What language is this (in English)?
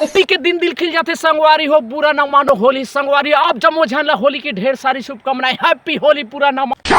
Chhattisgarhi